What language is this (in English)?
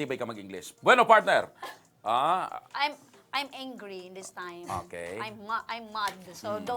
Bikol